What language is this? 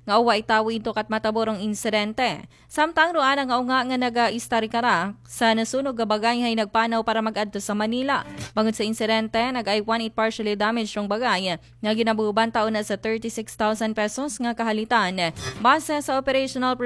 Aklanon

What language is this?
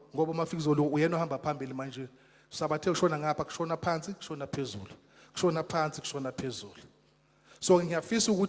Zulu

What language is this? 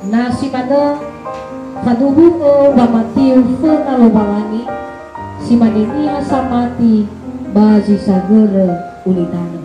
Nias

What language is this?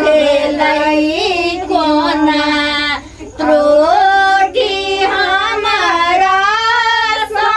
Maithili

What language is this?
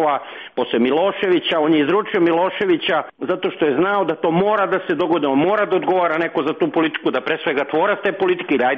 Serbian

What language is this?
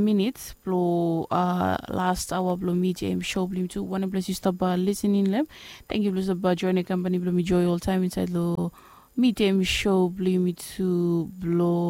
Bislama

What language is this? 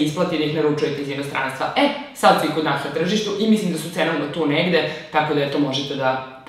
Serbian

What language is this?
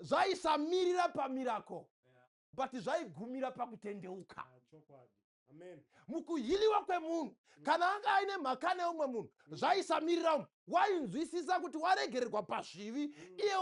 Shona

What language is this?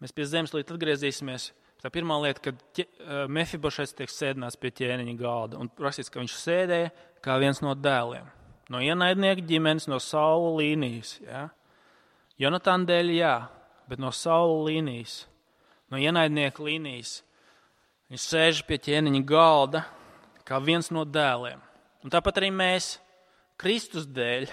Latvian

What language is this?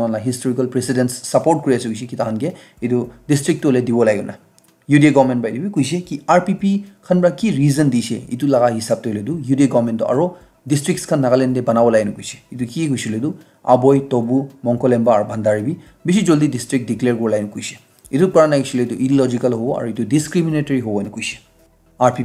Naga Pidgin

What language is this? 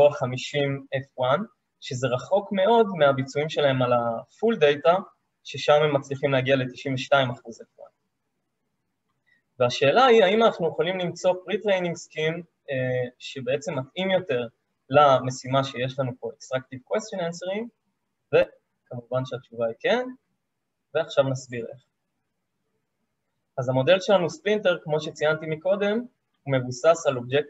Hebrew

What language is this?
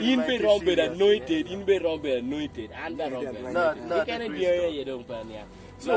Acoli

